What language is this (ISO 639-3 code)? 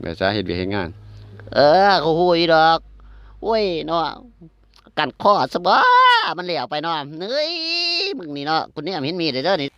tts